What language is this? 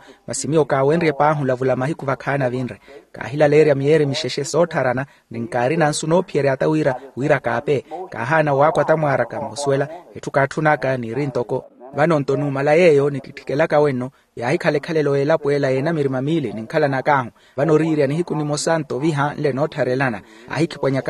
Makhuwa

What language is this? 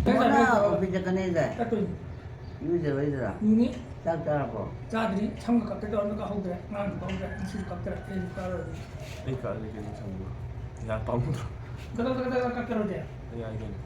Manipuri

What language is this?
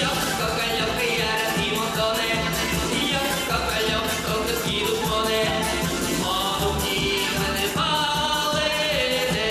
Udmurt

